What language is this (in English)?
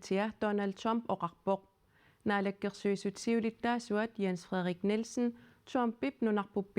Kalaallisut